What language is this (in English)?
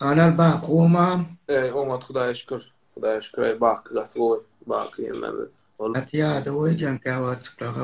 Turkmen